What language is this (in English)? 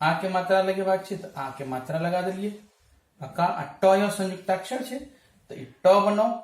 Maithili